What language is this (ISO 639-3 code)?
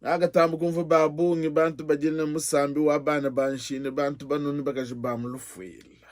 lua